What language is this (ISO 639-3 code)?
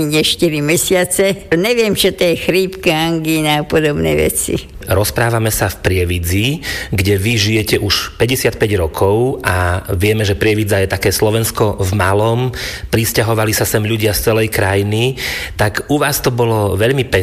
slk